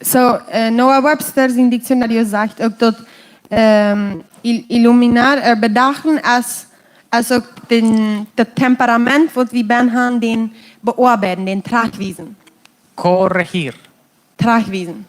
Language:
Plautdietsch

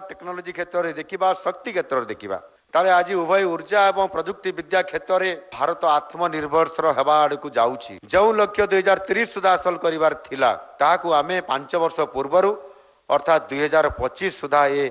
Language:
Odia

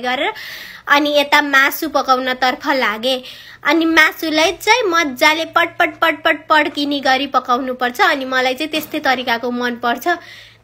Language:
Nepali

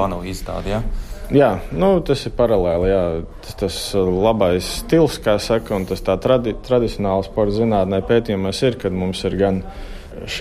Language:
Latvian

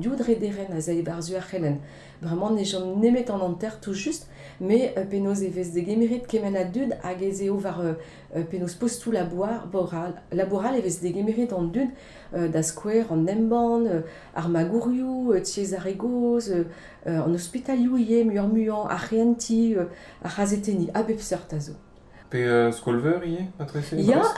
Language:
Breton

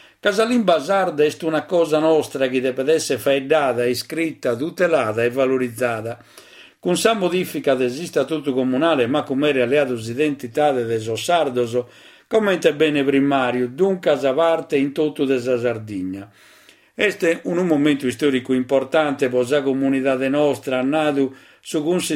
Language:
Sardinian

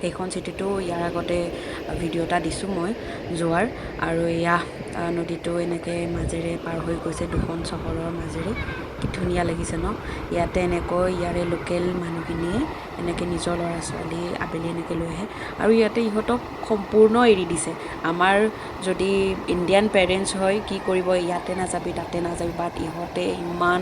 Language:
Assamese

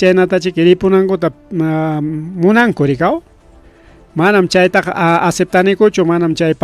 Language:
Ayacucho Quechua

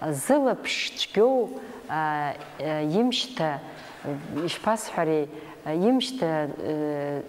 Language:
Abkhazian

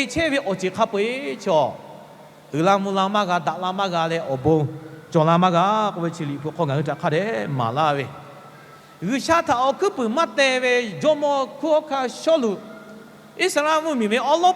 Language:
Lahu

